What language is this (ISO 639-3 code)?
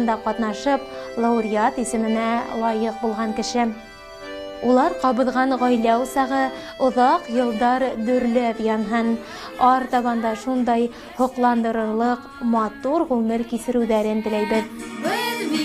bak